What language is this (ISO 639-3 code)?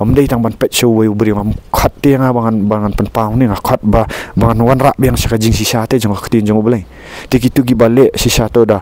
kha